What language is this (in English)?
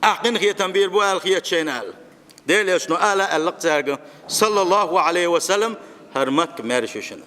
Chechen